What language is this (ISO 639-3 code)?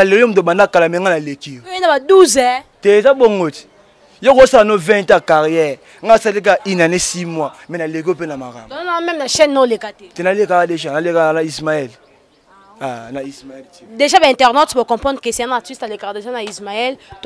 lin